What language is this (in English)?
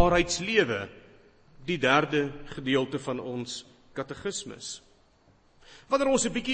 Afrikaans